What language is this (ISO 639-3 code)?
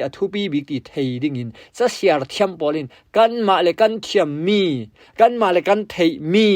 cfm